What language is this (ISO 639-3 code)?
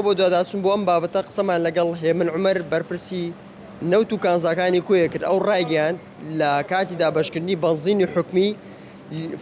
ckb